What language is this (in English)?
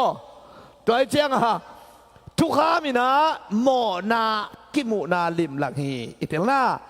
Tedim Chin